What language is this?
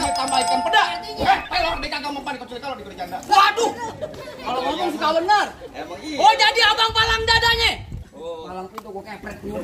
Betawi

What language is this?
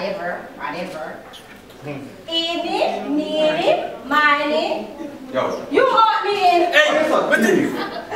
Jamaican Creole English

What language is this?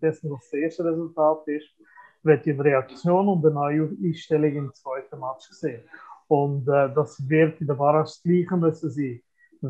German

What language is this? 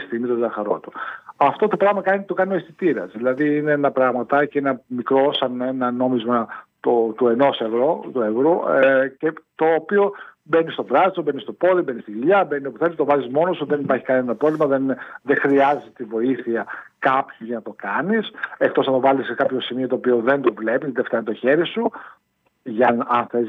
Greek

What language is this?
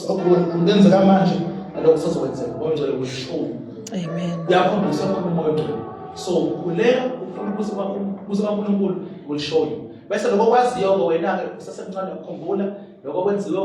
Zulu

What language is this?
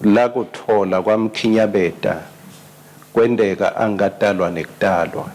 Swati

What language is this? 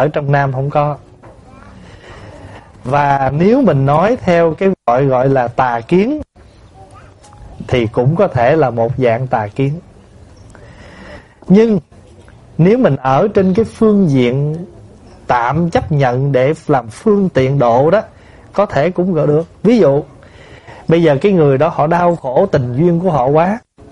Vietnamese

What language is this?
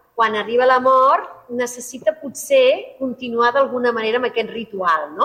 Catalan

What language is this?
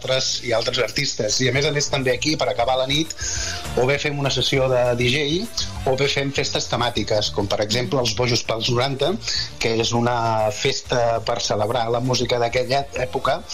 Catalan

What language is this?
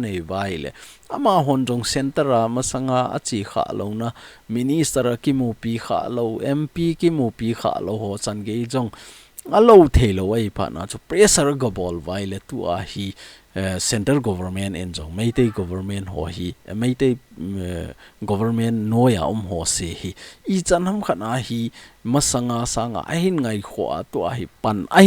Thado Chin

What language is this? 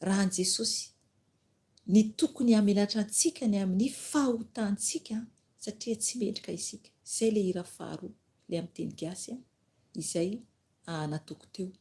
Malagasy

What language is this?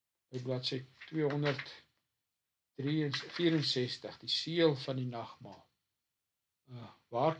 Afrikaans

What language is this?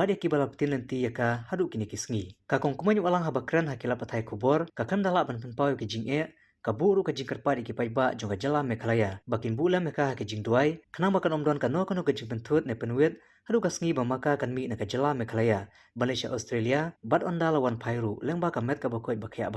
Khasi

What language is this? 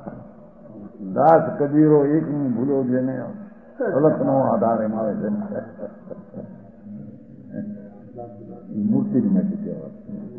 Gujarati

